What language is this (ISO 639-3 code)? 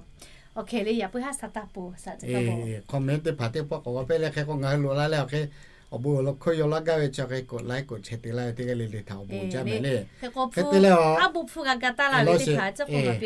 lhu